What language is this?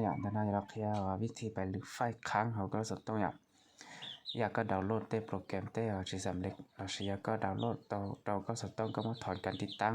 Hmong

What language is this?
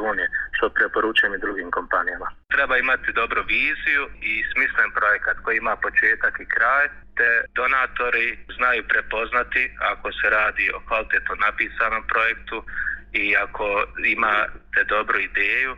Bosnian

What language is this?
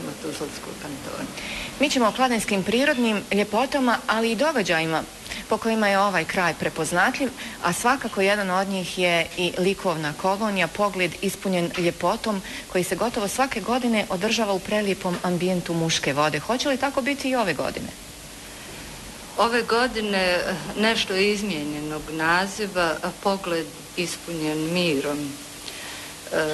Bosnian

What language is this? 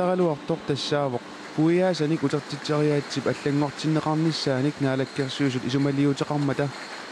Kalaallisut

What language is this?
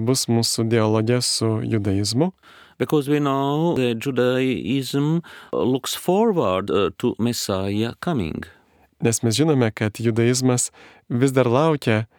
Lithuanian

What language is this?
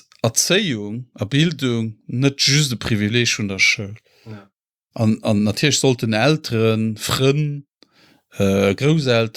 Luxembourgish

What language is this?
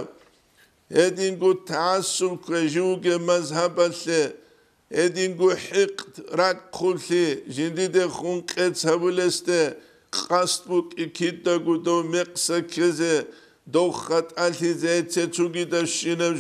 Avaric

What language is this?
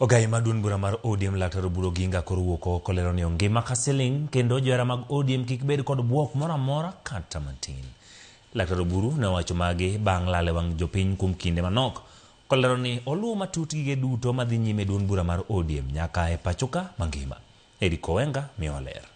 Luo (Kenya and Tanzania)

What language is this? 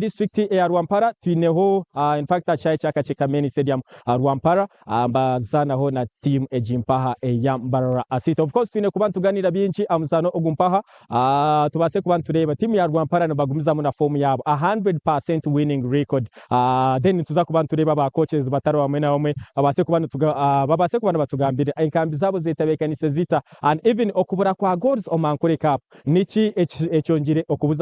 Nyankole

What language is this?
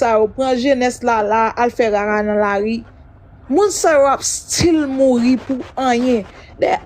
Haitian Creole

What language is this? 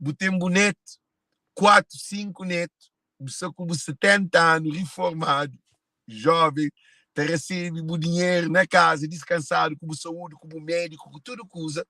Kabuverdianu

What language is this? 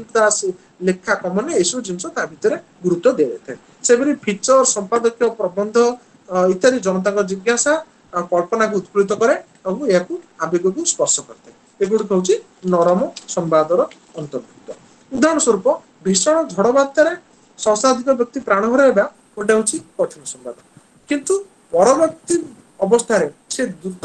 Odia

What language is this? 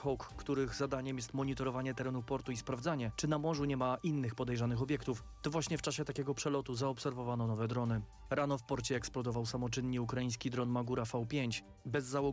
Polish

